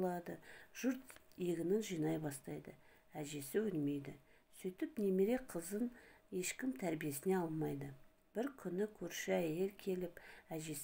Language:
Kazakh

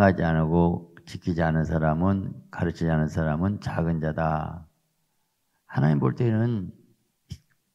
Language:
Korean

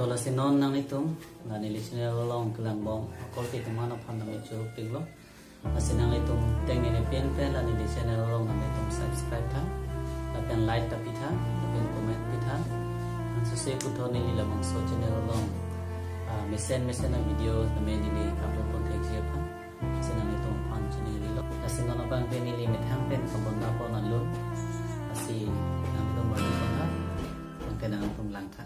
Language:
Karbi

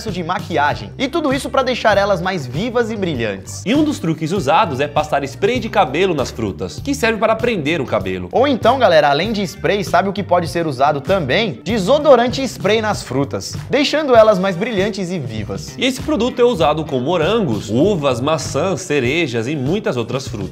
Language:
Portuguese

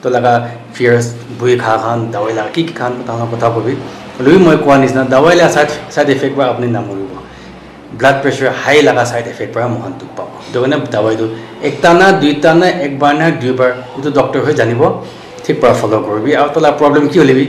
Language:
Naga Pidgin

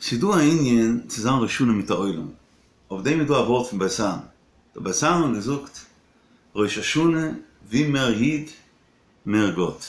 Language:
Yiddish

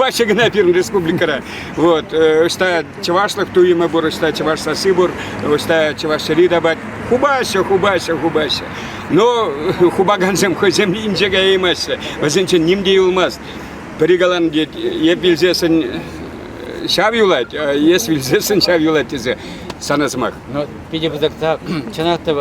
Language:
Chuvash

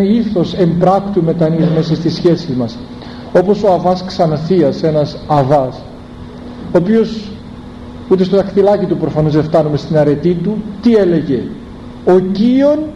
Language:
Greek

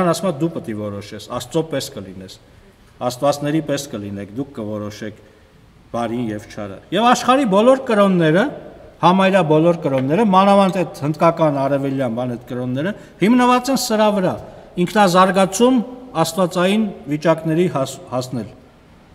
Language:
Armenian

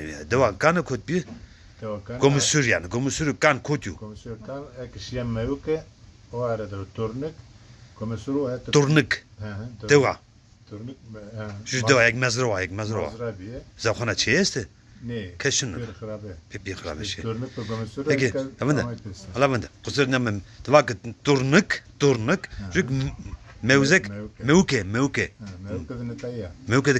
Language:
Zaza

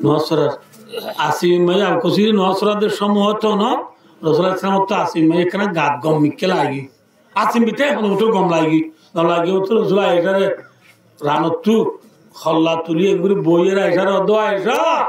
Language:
Rohingya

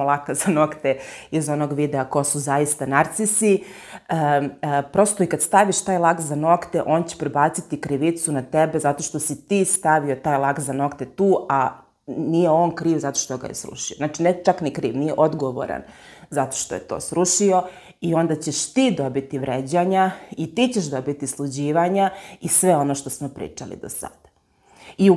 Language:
Serbian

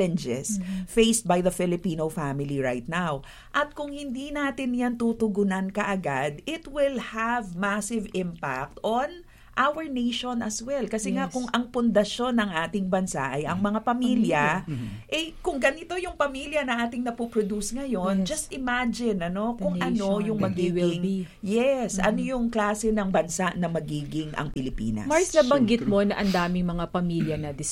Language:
Filipino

